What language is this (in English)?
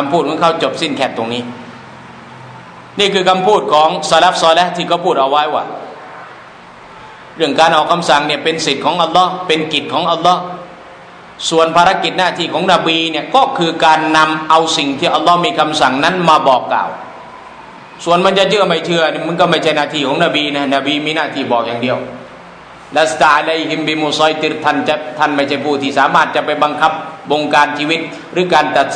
Thai